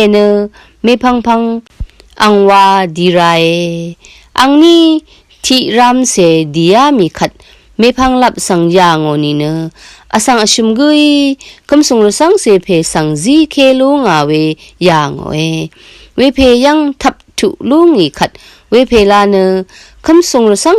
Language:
Rawang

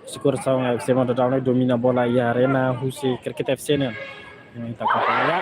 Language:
Tetum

